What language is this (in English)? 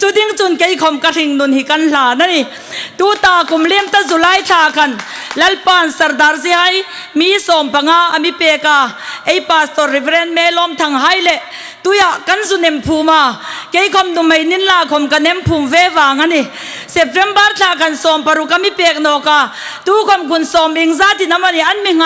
Hmar